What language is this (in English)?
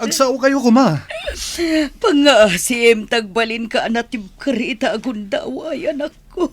Iloko